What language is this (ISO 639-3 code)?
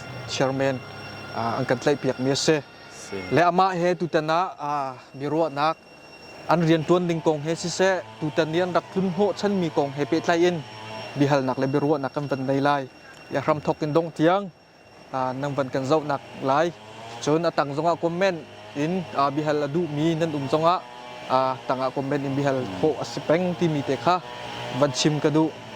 cnh